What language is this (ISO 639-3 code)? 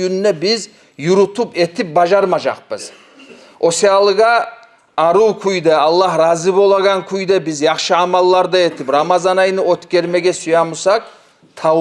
kum